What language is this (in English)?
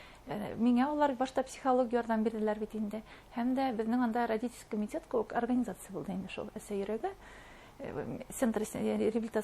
Bashkir